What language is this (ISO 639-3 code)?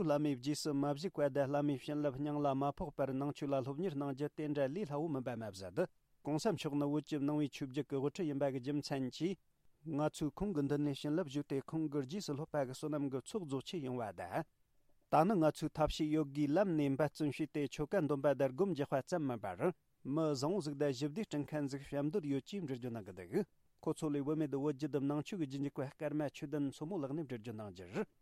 bod